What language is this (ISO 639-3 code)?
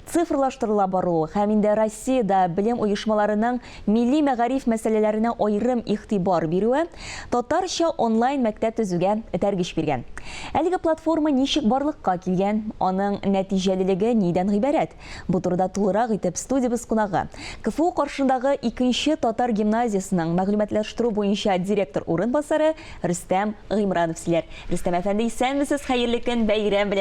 tat